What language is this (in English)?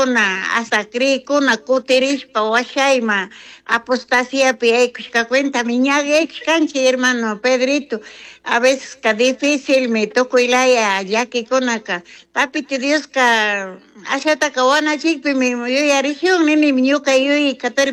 Chimborazo Highland Quichua